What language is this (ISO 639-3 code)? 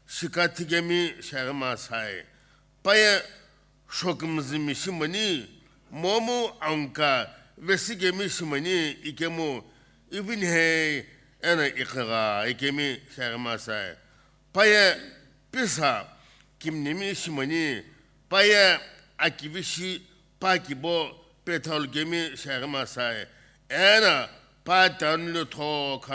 nsm